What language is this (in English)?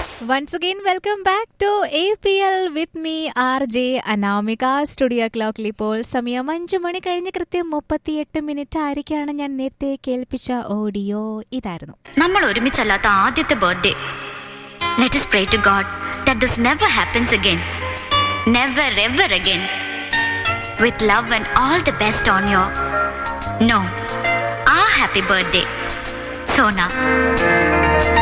Malayalam